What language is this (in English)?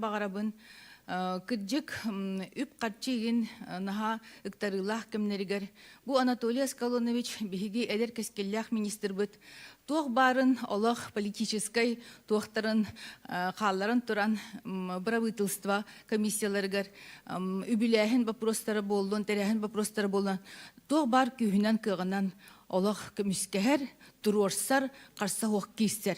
Yakut